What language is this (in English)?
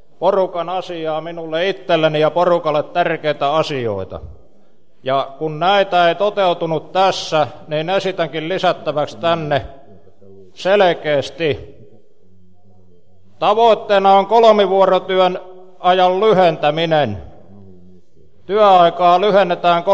Finnish